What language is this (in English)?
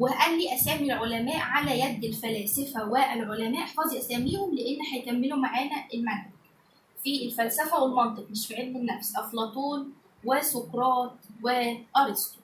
Egyptian Arabic